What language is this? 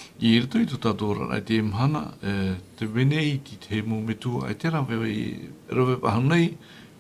Tahitian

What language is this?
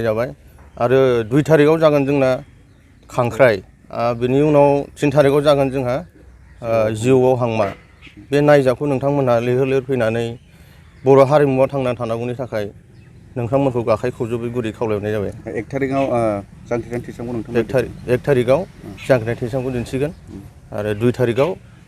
Bodo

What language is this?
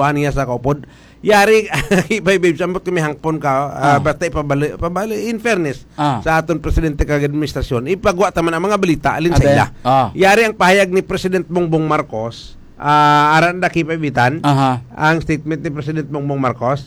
Hiligaynon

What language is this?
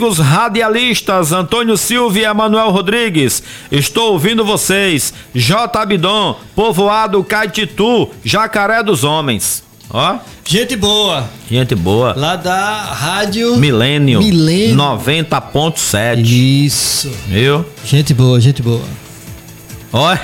Portuguese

